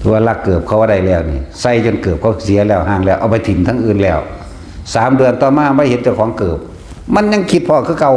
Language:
Northeastern Thai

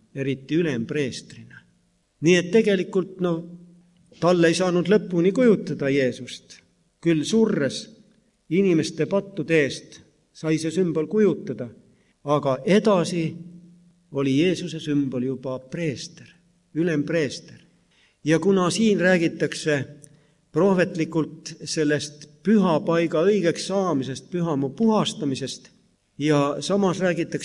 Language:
Estonian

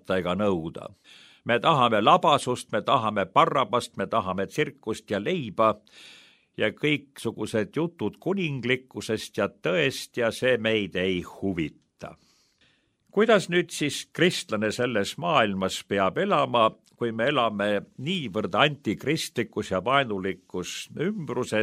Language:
Estonian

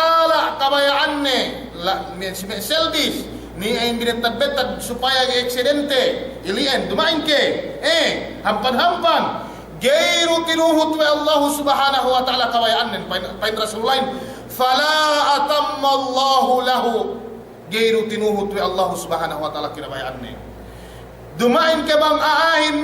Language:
Yakan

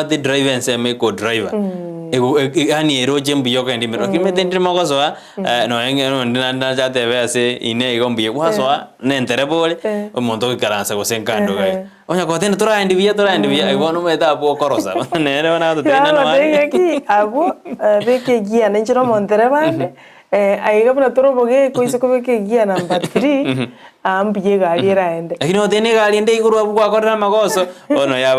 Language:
Gusii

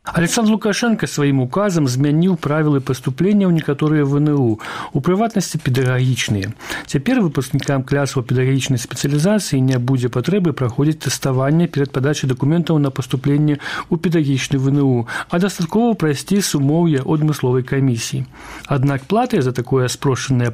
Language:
Belarusian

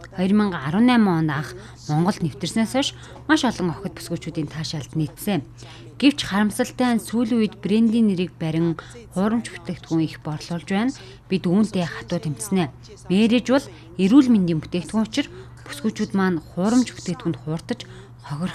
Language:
Mongolian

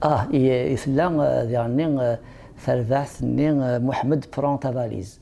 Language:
Kabyle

